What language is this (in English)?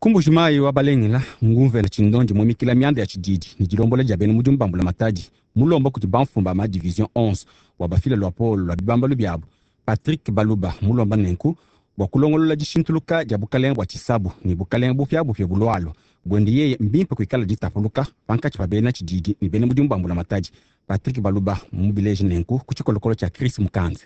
Luba-Lulua